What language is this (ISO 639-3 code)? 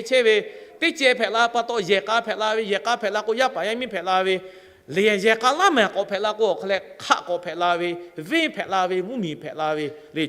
lhu